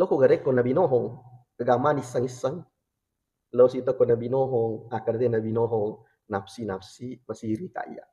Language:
Buginese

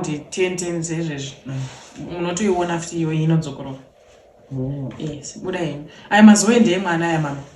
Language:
Shona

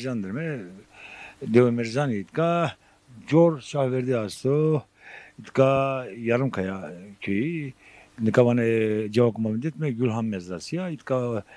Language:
Zaza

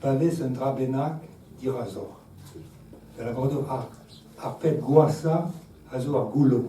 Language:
Breton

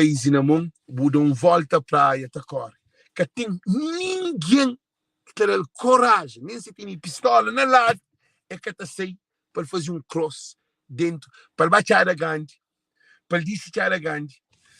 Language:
Kabuverdianu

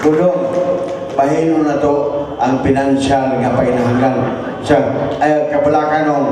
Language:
Cebuano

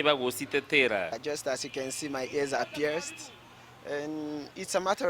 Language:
Meru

